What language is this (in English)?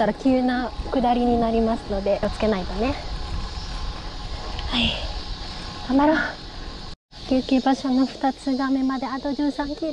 Japanese